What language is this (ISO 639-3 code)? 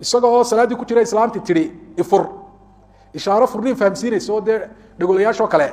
som